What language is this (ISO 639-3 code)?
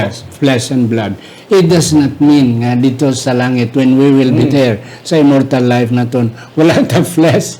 hil